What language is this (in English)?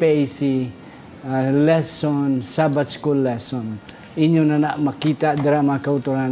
Hiligaynon